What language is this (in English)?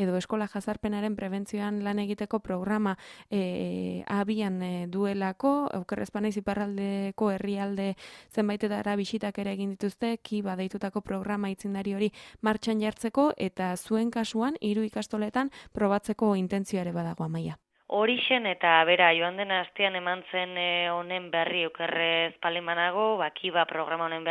Basque